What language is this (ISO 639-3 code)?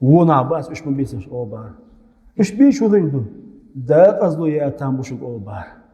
che